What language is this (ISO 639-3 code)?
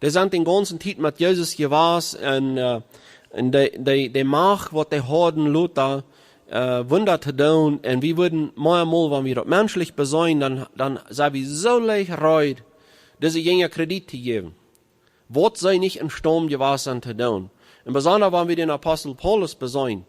pdt